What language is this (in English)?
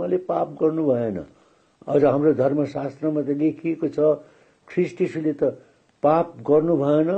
Nepali